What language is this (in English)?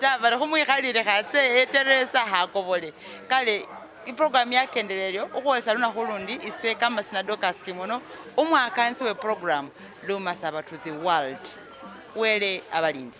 Masaaba